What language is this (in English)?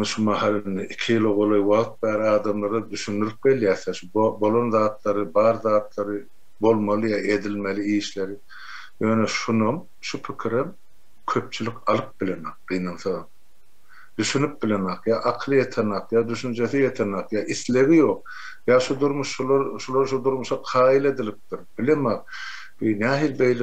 Turkmen